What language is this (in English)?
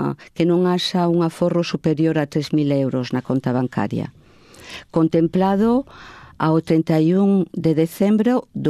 Galician